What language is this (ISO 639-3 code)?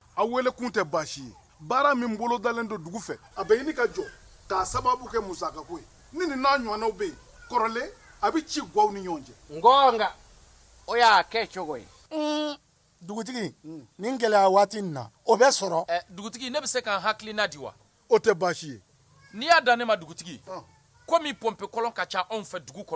bam